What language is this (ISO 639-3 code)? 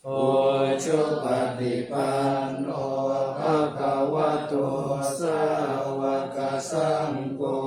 pli